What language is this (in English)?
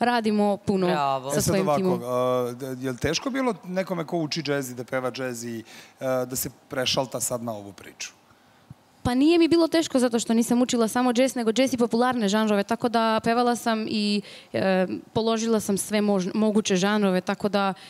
Serbian